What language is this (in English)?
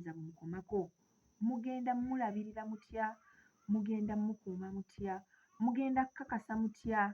Ganda